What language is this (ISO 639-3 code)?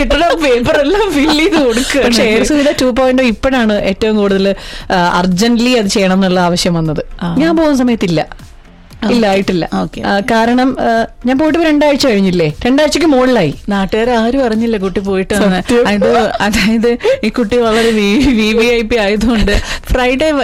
mal